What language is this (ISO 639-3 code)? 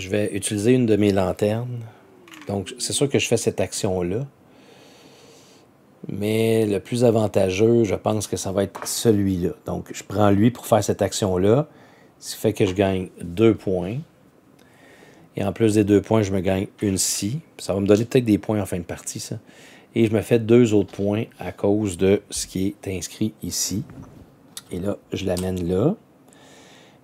fra